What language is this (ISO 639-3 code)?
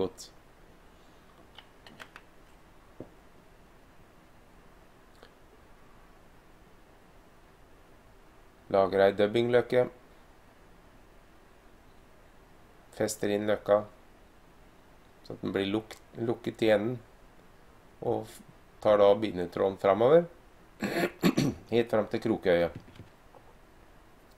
nor